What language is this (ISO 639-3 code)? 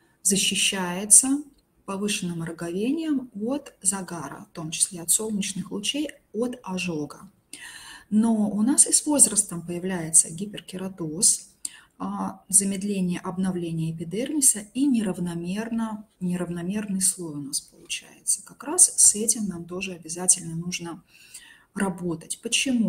rus